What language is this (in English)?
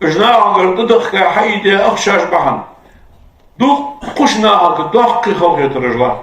Ingush